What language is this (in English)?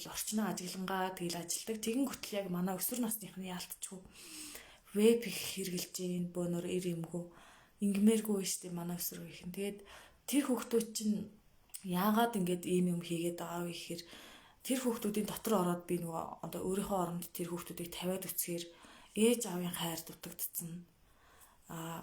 Mongolian